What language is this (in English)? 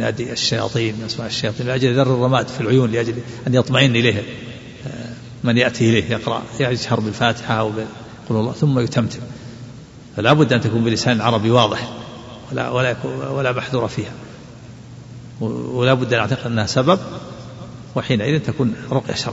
Arabic